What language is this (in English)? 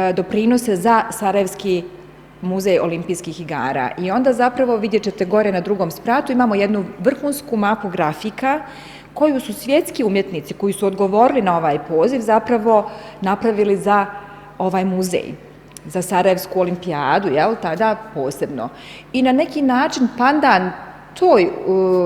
Bosnian